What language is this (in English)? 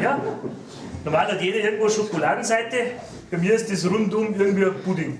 Bavarian